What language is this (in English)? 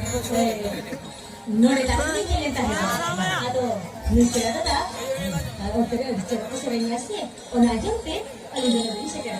Santali